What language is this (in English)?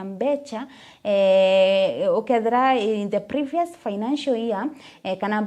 Meru